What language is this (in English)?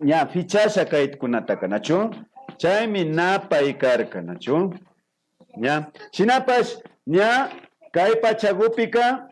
Imbabura Highland Quichua